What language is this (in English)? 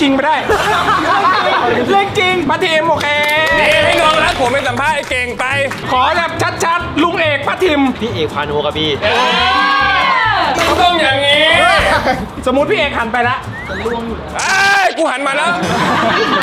Thai